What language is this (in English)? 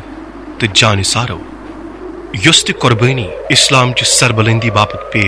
Kashmiri